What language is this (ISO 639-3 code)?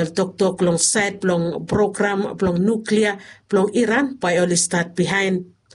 bis